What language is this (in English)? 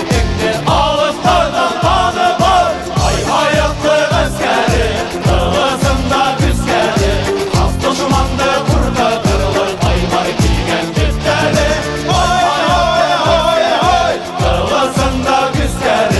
Bashkir